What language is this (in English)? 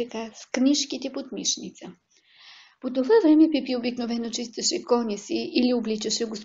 Bulgarian